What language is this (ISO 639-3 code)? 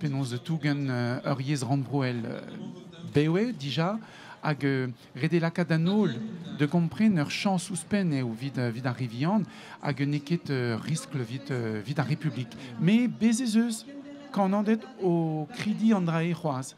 bre